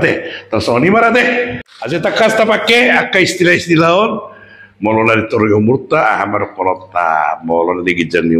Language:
Batak Toba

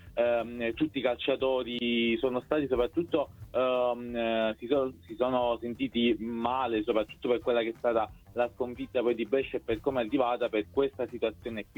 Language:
Italian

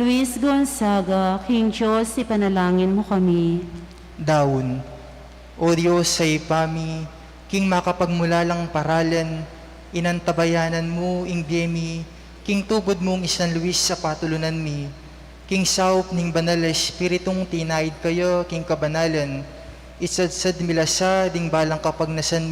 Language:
Pampanga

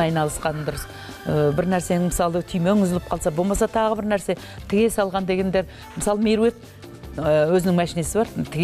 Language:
Kazakh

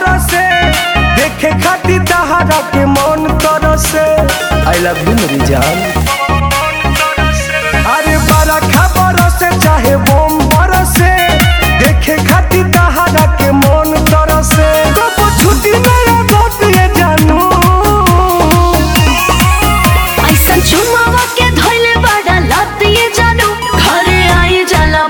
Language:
Bhojpuri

